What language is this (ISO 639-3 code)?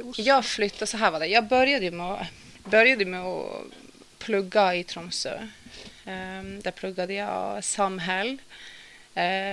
swe